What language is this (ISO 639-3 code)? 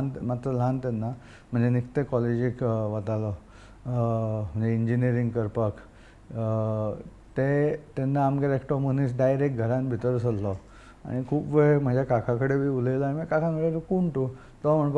kok